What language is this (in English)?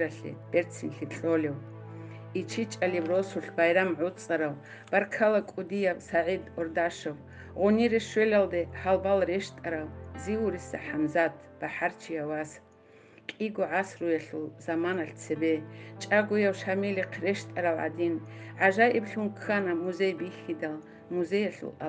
Avaric